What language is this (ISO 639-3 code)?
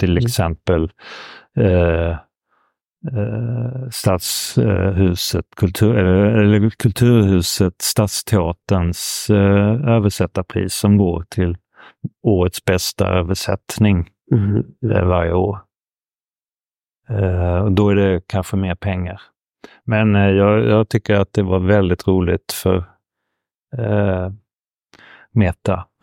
swe